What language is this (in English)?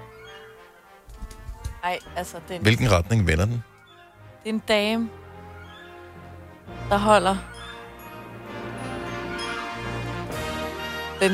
Danish